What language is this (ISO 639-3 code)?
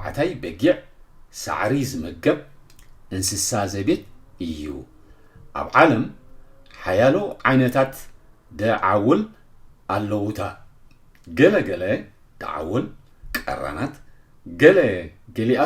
tir